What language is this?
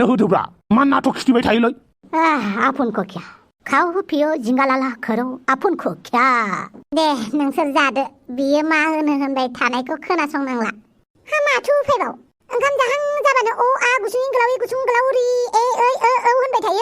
Bodo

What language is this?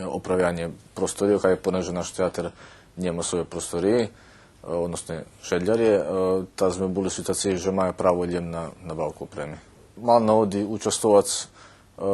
Rusyn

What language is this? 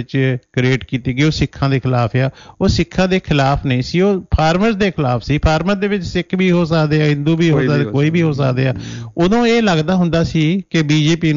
Punjabi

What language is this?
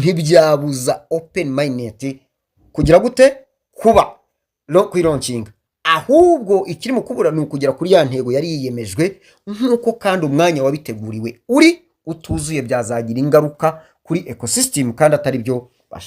Kinyarwanda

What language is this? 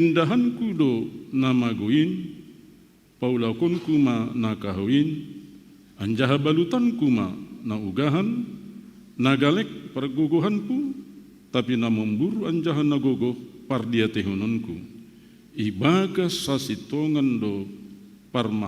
Batak Simalungun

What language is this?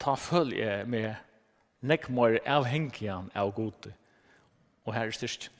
Faroese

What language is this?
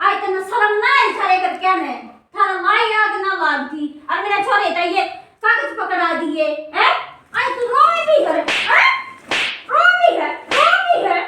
Haryanvi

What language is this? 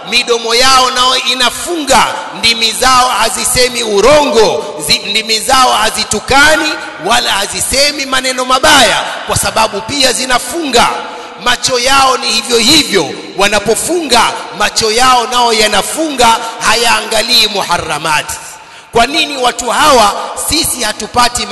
Swahili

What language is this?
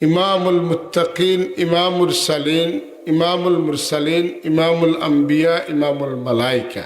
Sylheti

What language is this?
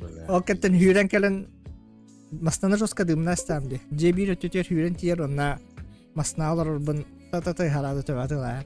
Yakut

